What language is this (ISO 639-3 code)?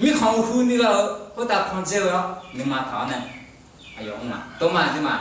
ahk